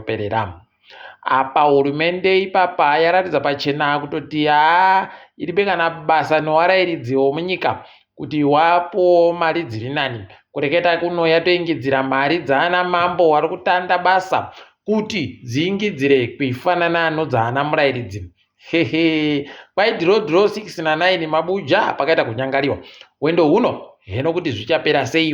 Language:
Ndau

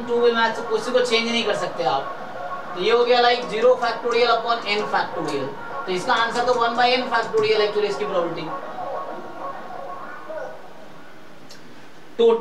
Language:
Hindi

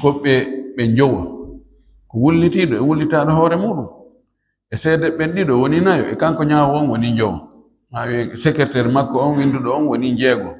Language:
Fula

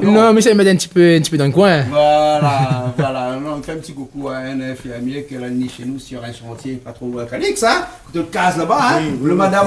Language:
Réunion Creole French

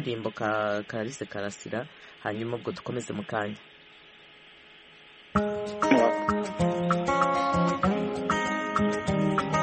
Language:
Kinyarwanda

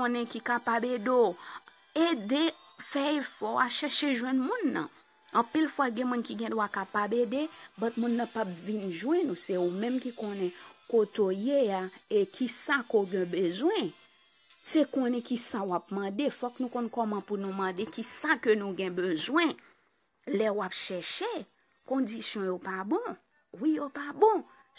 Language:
Haitian Creole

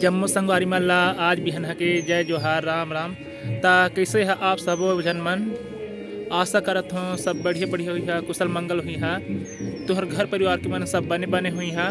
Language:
Chhattisgarhi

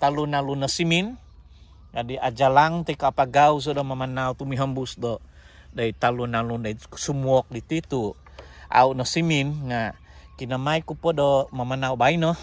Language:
Central Dusun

